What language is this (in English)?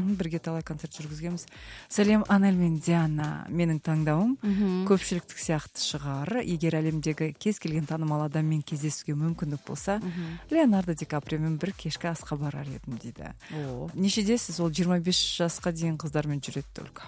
Kazakh